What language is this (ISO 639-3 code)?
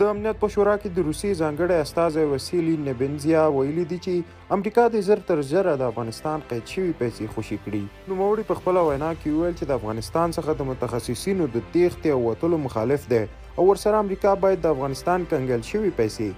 pus